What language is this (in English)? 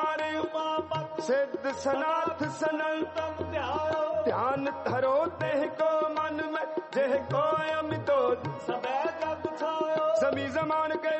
Hindi